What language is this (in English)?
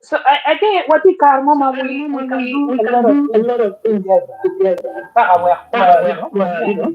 Acoli